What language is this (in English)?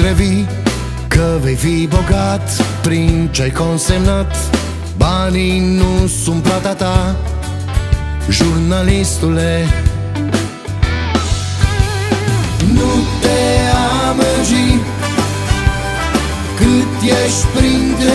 Romanian